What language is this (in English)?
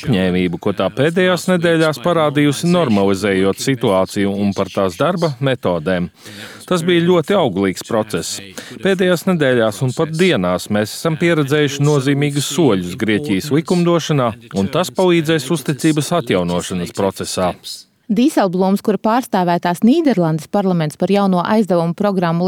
Latvian